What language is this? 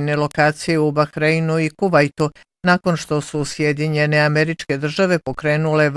Bosnian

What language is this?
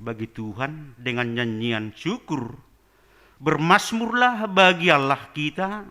Batak Simalungun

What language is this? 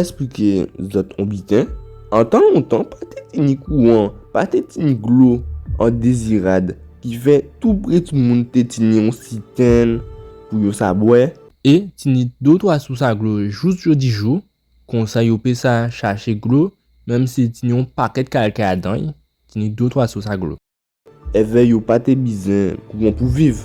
Guadeloupean Creole French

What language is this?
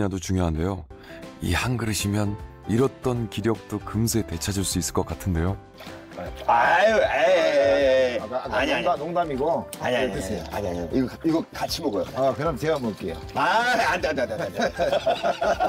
Korean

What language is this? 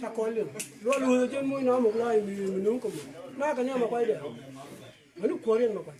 Nuer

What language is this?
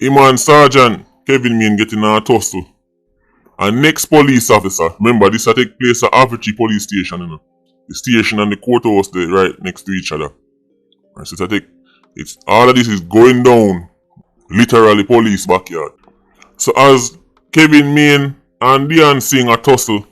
Jamaican Creole English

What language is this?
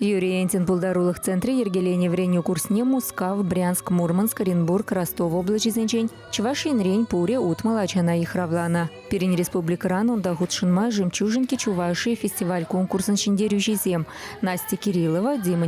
Chuvash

